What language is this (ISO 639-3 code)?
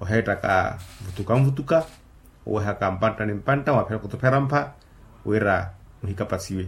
vmw